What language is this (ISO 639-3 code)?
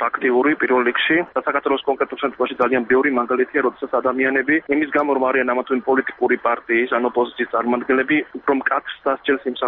kat